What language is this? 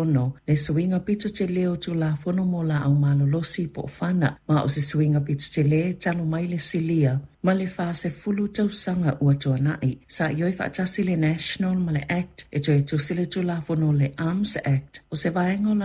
Samoan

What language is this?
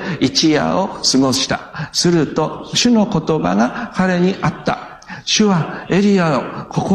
Japanese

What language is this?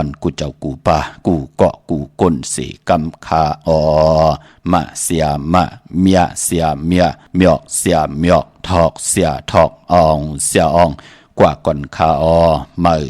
Shan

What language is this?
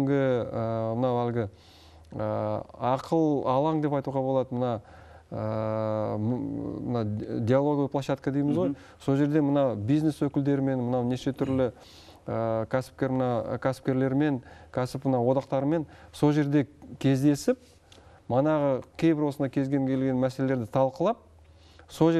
Kazakh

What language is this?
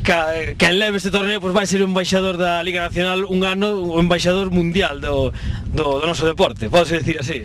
Galician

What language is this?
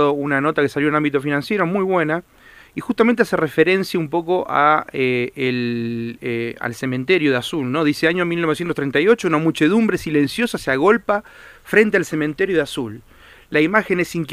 Spanish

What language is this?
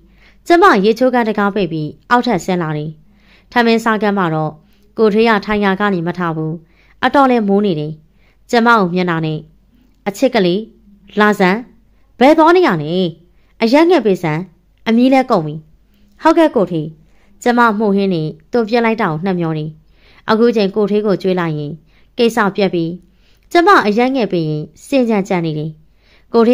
Burmese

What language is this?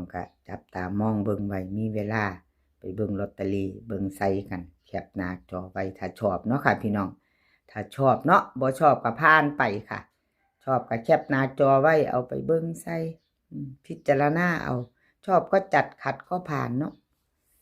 Northeastern Thai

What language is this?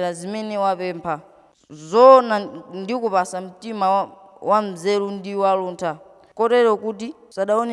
Nyanja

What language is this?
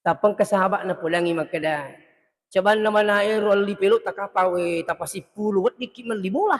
Buginese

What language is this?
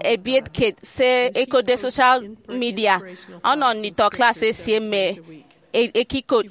Efik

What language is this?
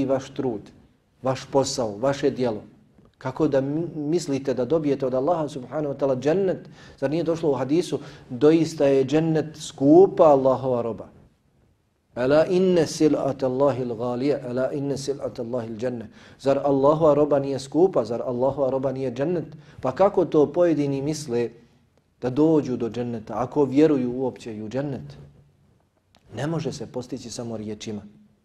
Bosnian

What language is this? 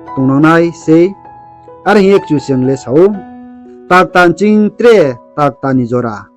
Riang (India)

